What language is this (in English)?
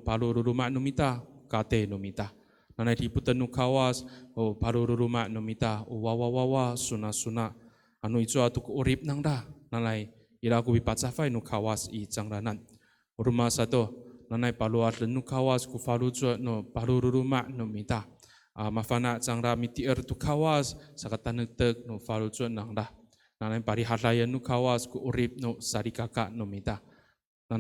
Amis